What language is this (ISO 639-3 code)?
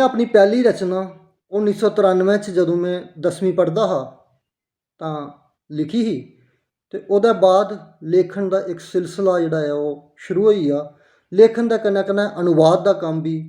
doi